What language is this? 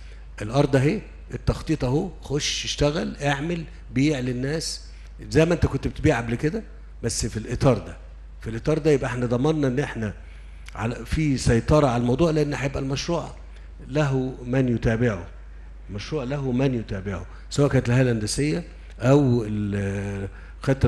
Egyptian Arabic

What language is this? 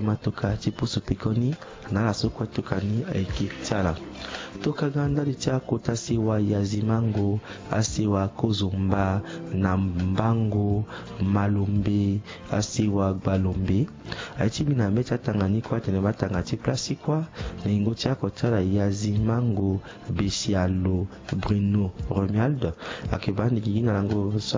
Sango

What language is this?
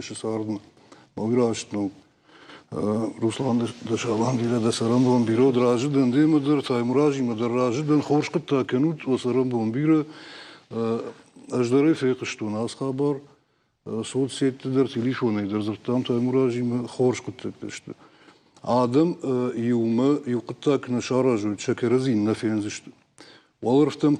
Ossetic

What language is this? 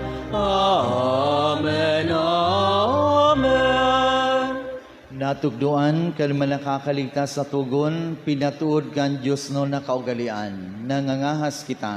Bikol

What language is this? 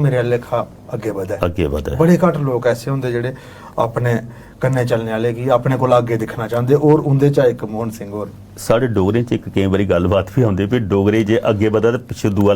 Dogri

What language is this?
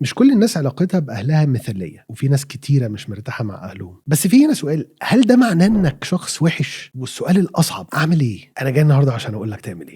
Egyptian Arabic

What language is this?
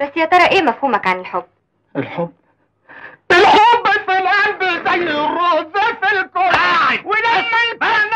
Egyptian Arabic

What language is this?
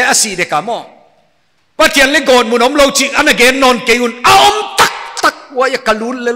Paite Chin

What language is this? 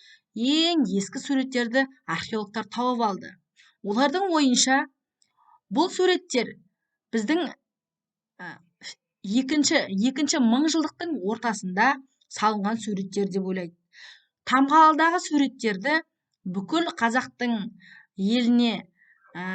Kazakh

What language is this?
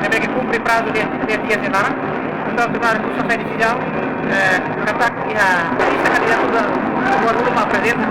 Tetum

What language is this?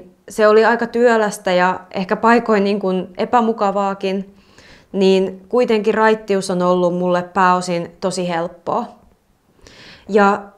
Finnish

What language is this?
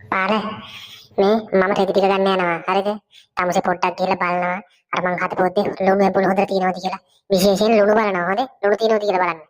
Sinhala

